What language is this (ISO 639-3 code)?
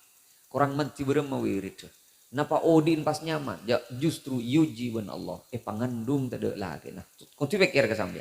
mad